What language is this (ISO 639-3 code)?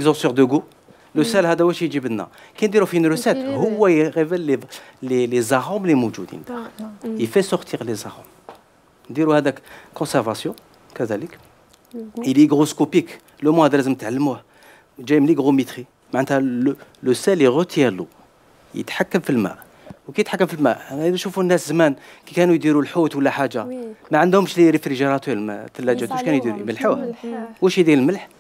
arq